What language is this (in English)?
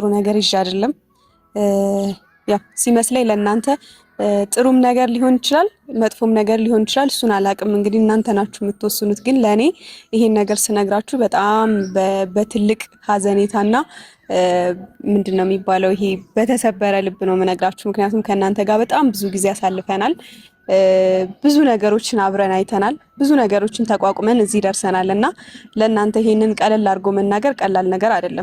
Amharic